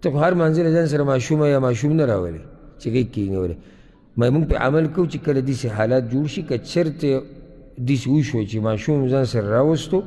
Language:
Pashto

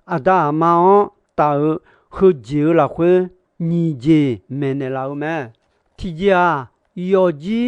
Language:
Akha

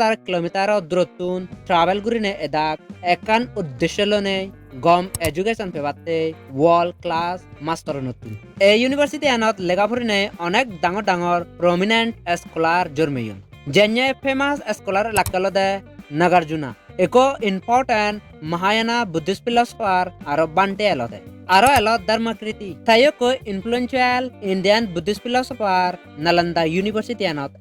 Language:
Chakma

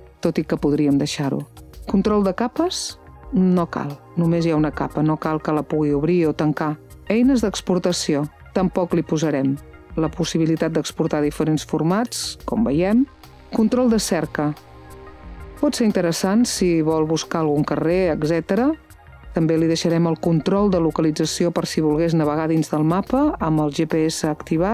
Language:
Catalan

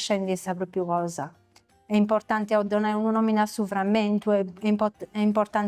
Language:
Sardinian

